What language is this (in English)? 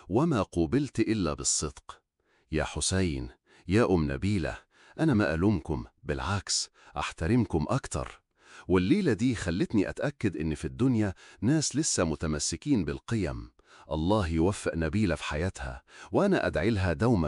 Egyptian Arabic